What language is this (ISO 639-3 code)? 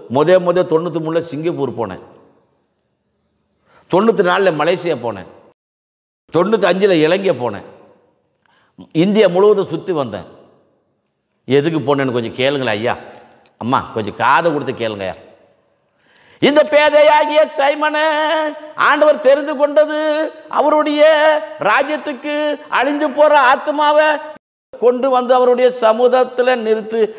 tam